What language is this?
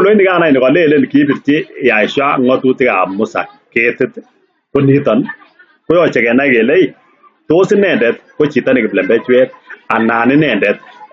Kalenjin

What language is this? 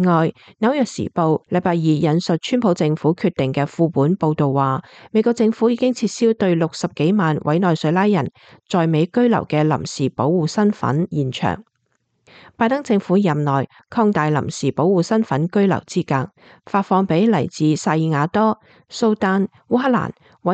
Cantonese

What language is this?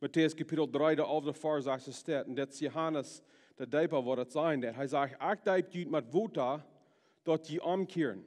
Plautdietsch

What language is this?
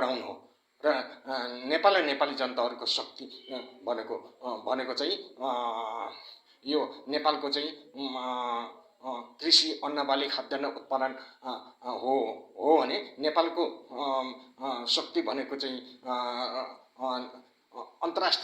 Nepali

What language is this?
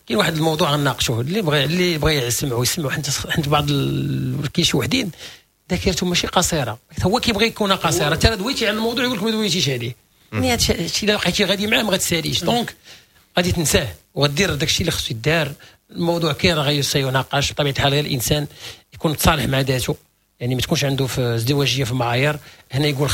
Moroccan Arabic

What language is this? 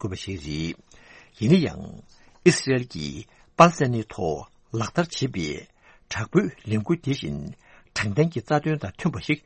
Tibetan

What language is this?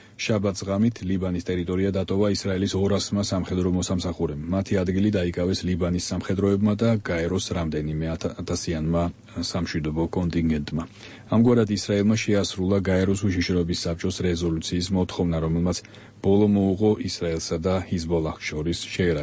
Georgian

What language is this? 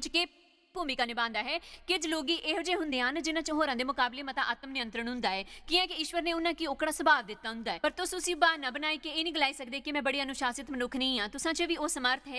Dogri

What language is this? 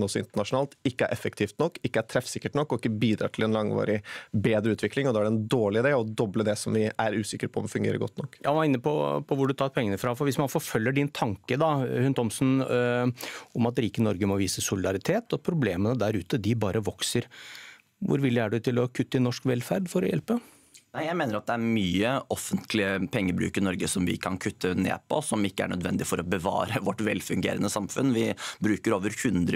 Norwegian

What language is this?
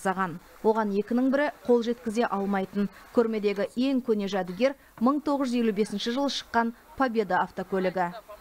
Kazakh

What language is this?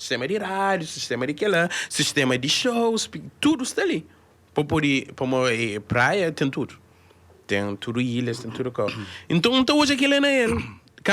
Kabuverdianu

